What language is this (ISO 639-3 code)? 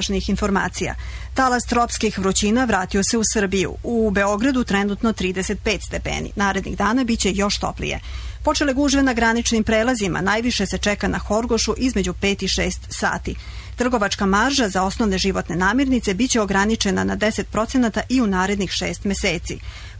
srp